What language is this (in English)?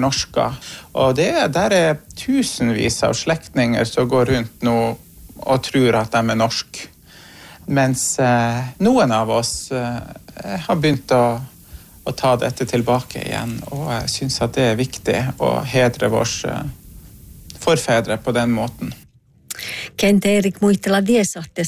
Northern Sami